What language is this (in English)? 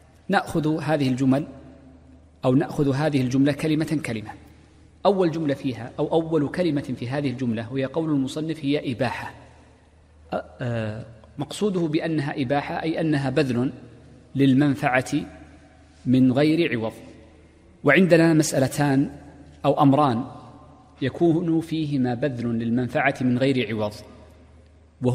Arabic